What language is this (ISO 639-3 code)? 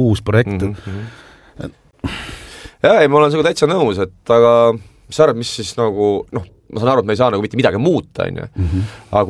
est